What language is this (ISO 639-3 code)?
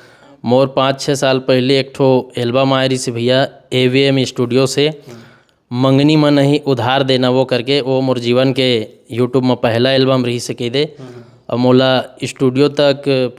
hne